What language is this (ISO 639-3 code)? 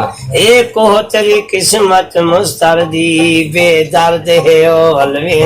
skr